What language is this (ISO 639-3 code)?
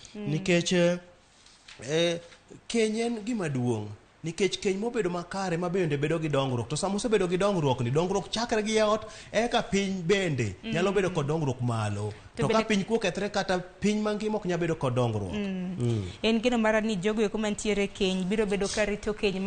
luo